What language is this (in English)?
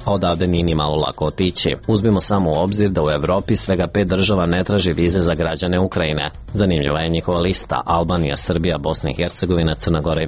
Serbian